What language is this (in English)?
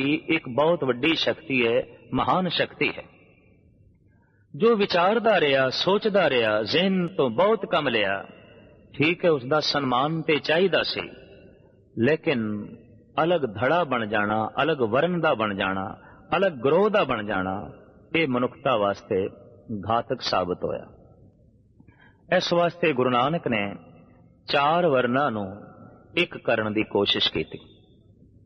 Punjabi